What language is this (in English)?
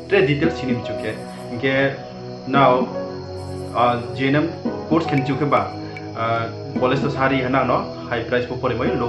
Riang (India)